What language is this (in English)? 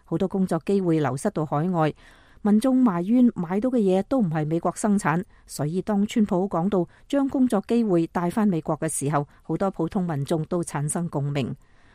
Cantonese